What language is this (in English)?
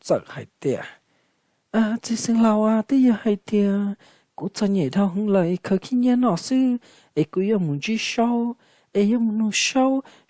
Hmong